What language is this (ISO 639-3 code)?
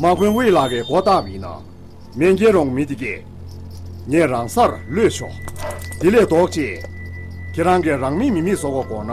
bod